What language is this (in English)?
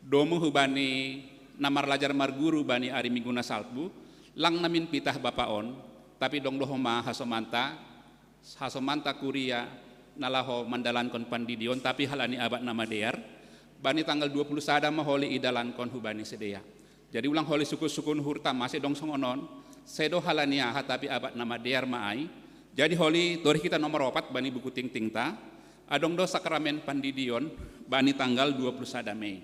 Batak Simalungun